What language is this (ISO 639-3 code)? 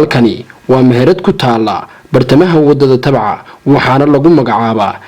som